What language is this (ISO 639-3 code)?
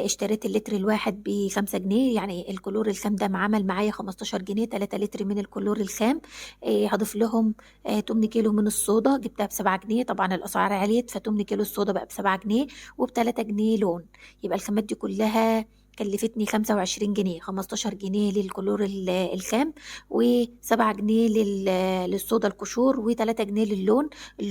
arz